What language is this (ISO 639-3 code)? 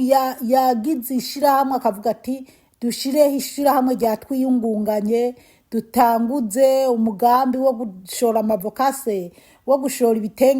run